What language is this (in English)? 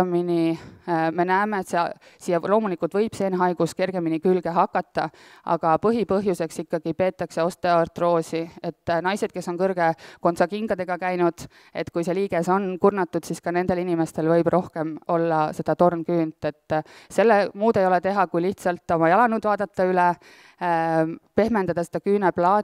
Estonian